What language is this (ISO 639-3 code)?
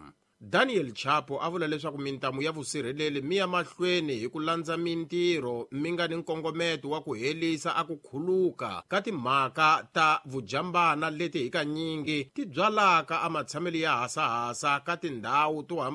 tso